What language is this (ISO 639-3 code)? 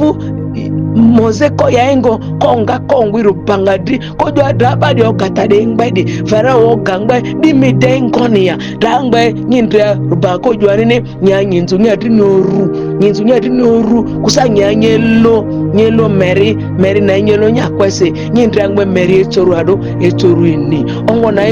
mhi